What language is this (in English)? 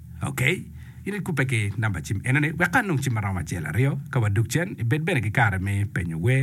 Acoli